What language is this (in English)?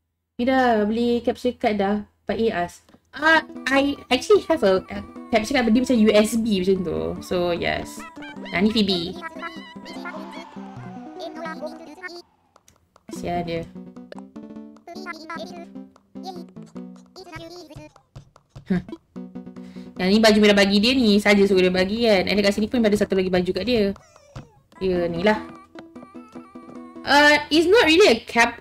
Malay